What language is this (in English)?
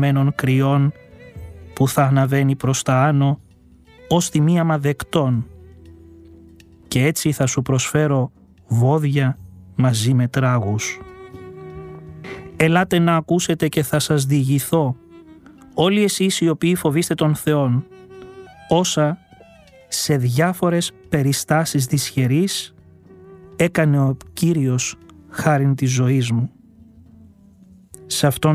Greek